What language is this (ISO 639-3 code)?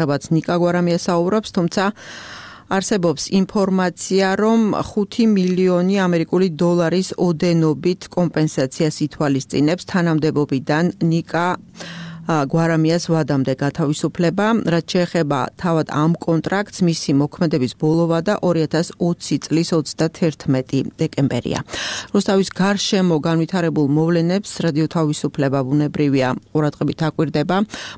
kat